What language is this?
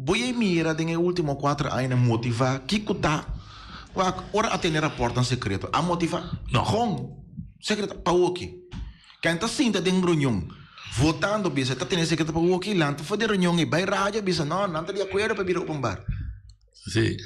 Papiamento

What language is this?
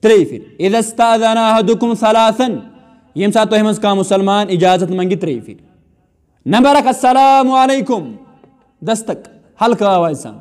Kashmiri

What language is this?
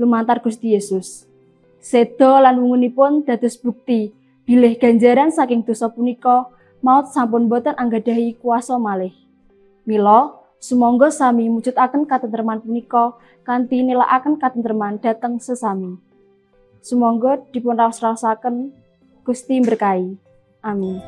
Javanese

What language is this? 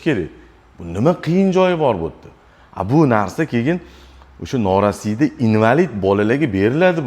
Uzbek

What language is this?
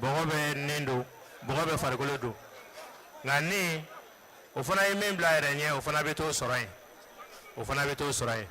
Bambara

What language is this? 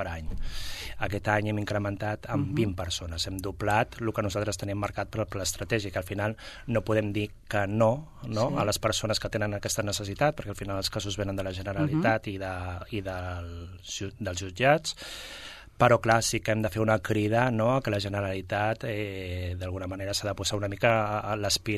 Catalan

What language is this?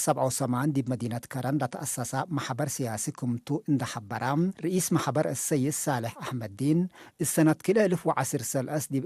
Tigre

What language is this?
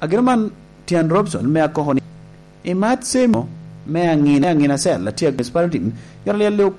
Lango (Uganda)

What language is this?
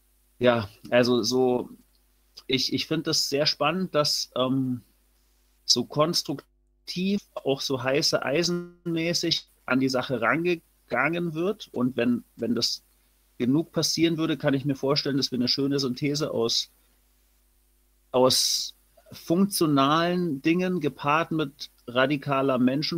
German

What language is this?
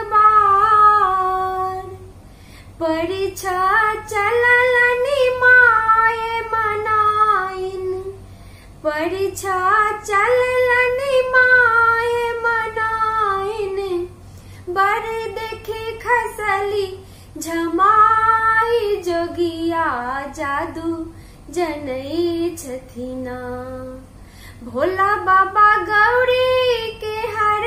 Maithili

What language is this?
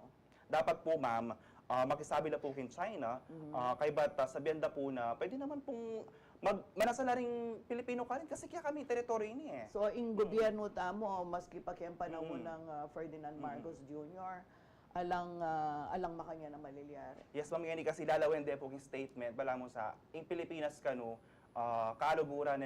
Pampanga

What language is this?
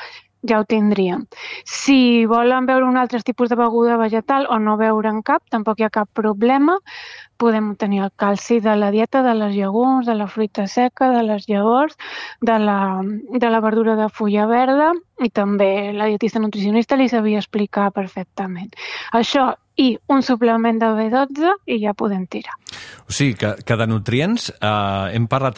Catalan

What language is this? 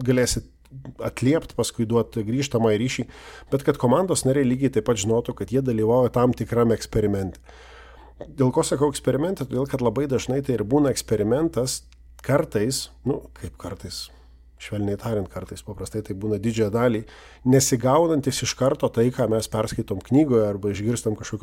Lithuanian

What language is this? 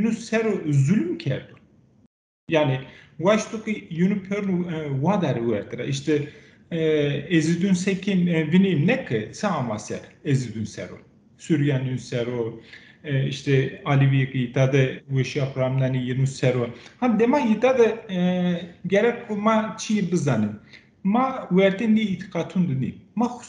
Zaza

